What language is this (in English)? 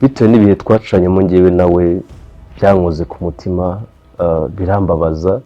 Kinyarwanda